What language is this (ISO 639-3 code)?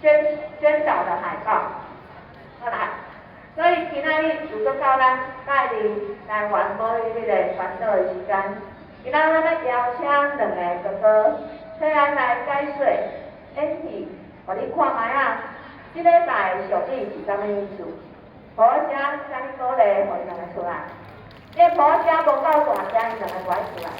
nan